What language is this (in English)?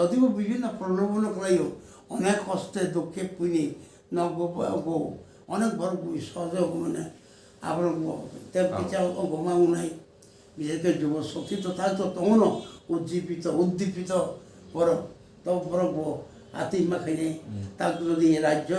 Kok Borok